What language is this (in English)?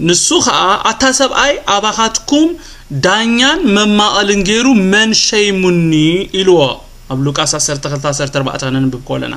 Tigrinya